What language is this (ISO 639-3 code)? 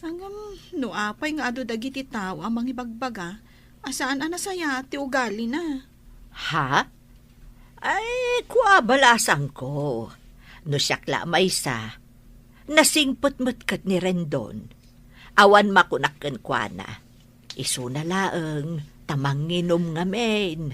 ilo